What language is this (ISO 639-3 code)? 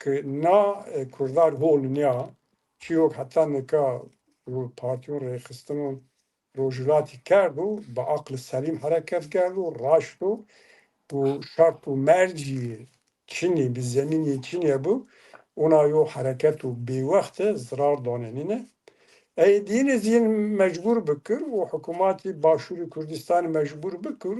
zza